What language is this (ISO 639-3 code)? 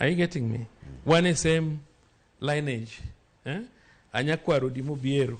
luo